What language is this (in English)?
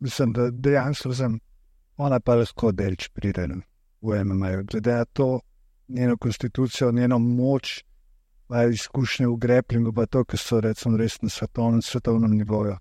Slovenian